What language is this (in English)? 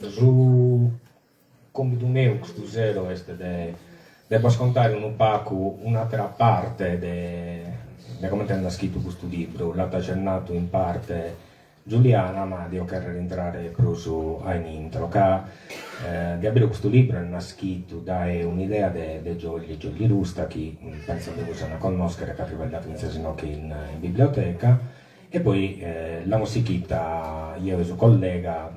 Sardinian